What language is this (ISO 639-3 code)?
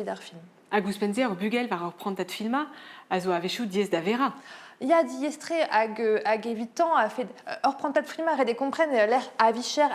bre